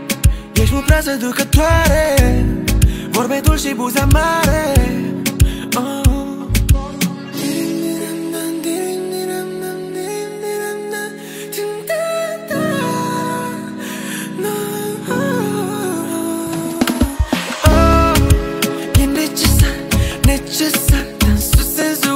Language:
Romanian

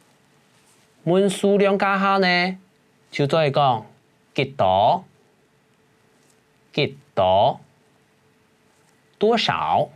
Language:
Hakka Chinese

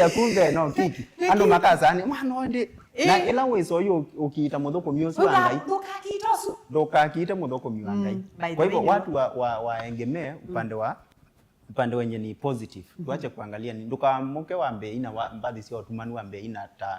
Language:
Kamba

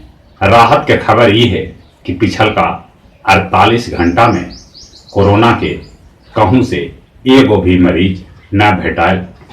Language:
Magahi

